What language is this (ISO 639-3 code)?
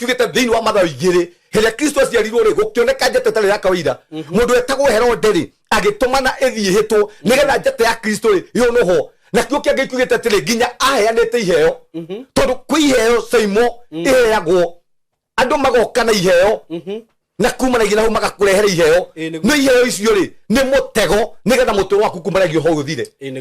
kik